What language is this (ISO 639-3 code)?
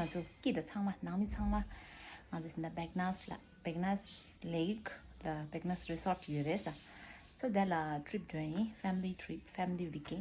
bod